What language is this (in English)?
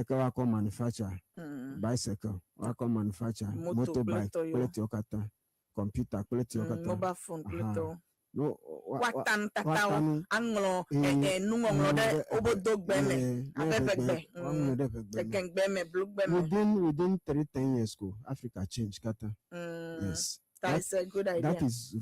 Ewe